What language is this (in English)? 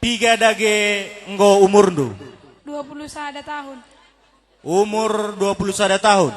Batak Karo